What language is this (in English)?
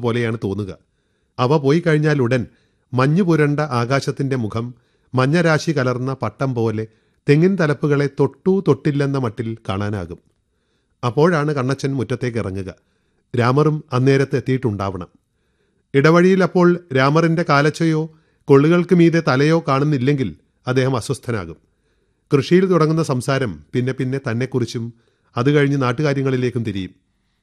Malayalam